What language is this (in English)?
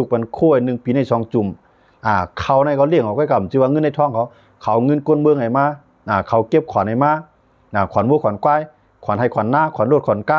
Shan